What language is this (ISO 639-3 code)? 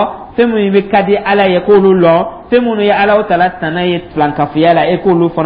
dyu